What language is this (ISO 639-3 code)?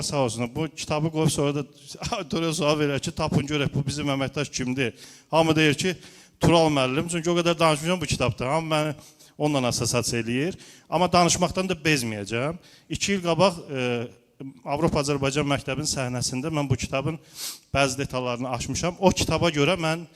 aze